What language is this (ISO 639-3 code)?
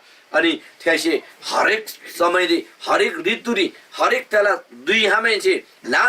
taj